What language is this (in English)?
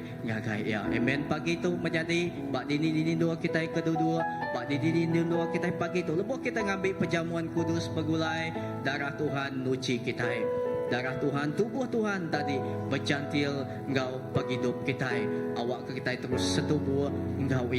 Iban